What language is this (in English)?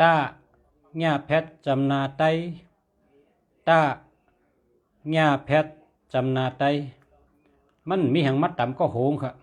Shan